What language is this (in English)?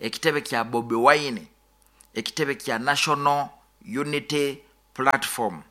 Nyoro